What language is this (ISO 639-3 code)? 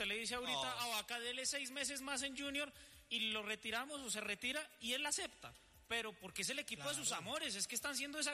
spa